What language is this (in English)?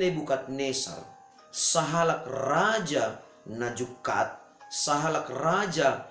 Batak Simalungun